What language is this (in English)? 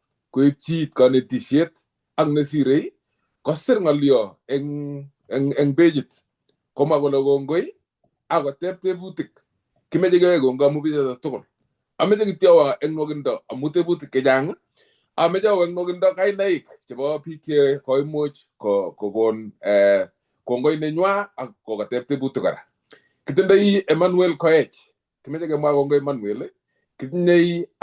Kalenjin